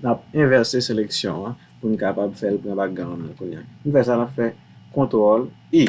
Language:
Haitian Creole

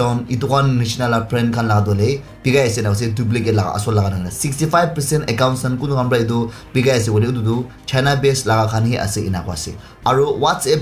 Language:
Naga Pidgin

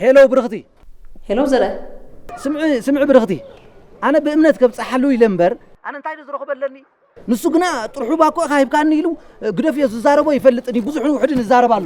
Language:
Tigrinya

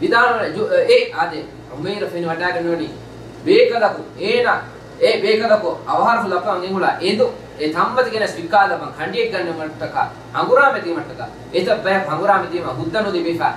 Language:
Divehi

